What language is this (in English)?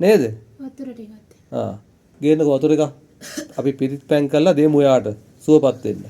Sinhala